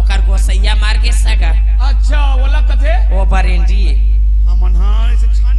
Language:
Chhattisgarhi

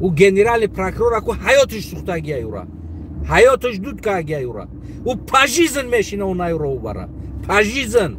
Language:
Tajik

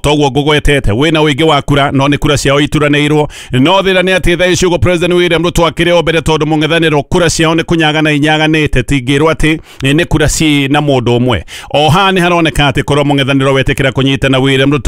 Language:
Kikuyu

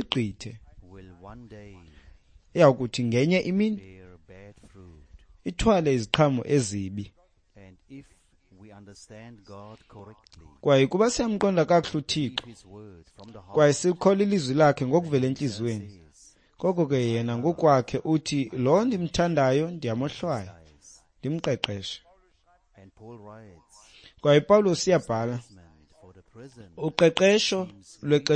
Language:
Xhosa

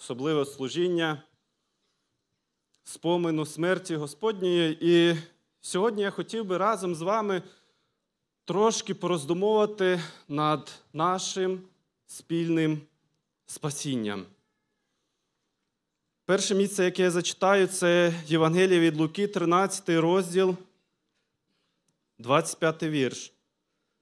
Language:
Ukrainian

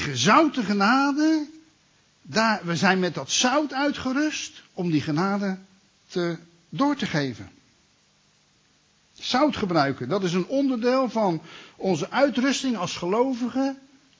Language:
Dutch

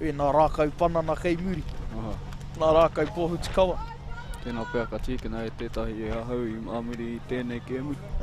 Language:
Māori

